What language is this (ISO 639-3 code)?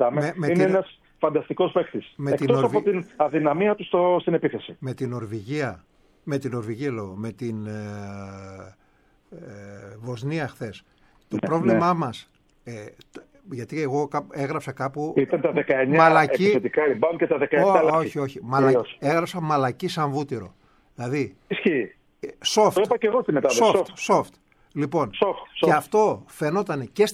ell